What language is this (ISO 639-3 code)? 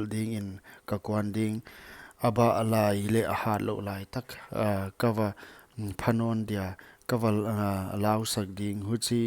pck